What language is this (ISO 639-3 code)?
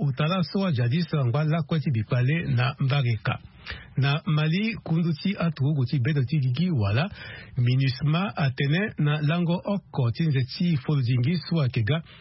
sag